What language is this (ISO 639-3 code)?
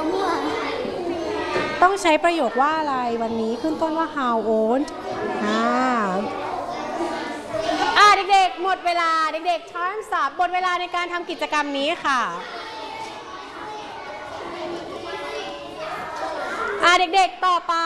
tha